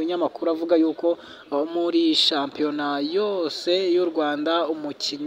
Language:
Kinyarwanda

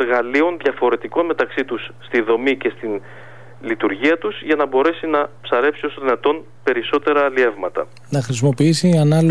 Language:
Greek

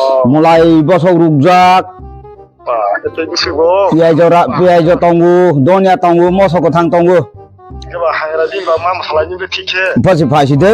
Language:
Kok Borok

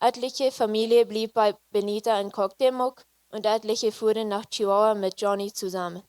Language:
Plautdietsch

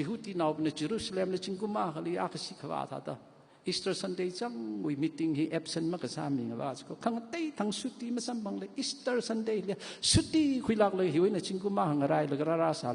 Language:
Tangkhul Naga (India)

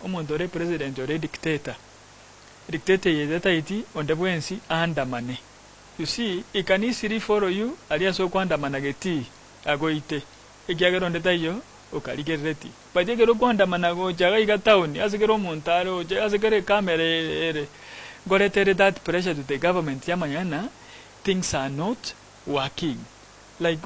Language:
Gusii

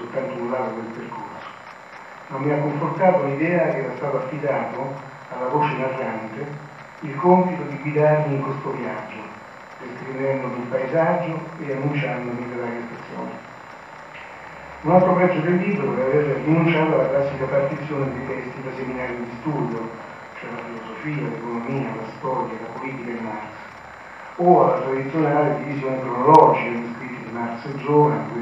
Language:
Italian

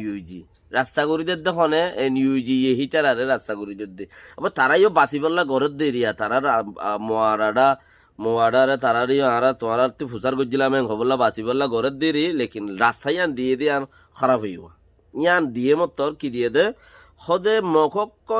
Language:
Rohingya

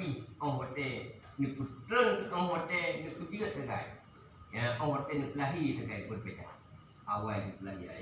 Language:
Achinese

